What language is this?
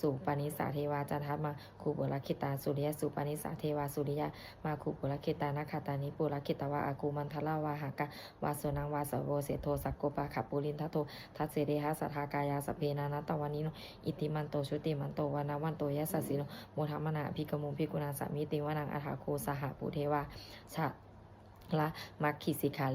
Pali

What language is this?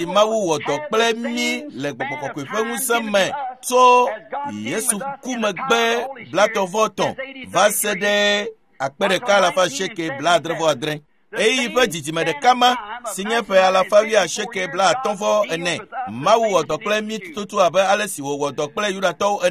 Ewe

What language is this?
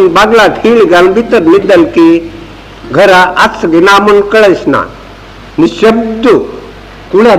Konkani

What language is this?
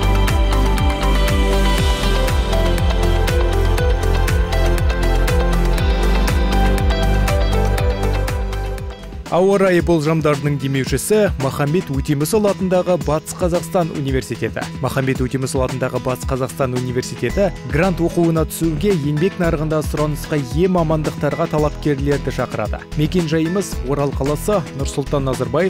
Kazakh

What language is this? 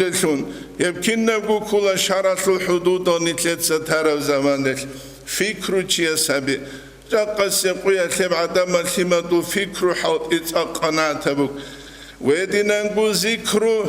Avaric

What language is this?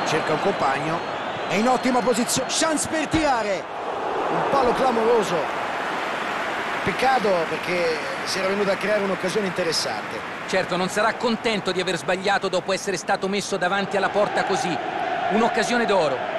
Italian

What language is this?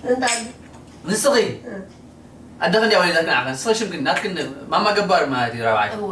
Tigrinya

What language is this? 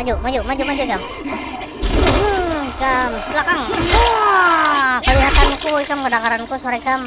Banjar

